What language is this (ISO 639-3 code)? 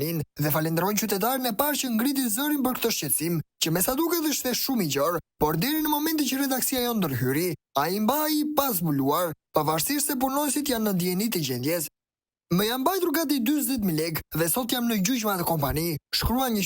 sqi